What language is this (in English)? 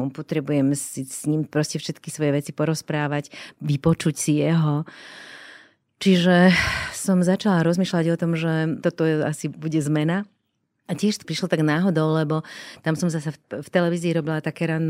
Slovak